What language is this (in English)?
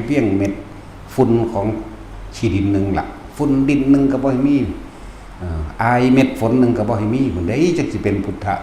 Northeastern Thai